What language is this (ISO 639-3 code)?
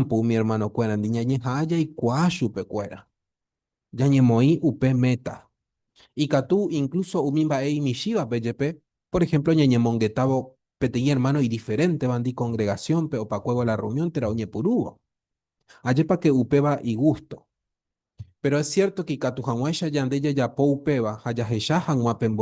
grn